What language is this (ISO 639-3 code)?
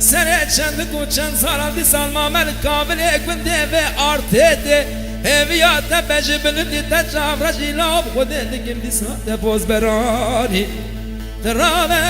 kur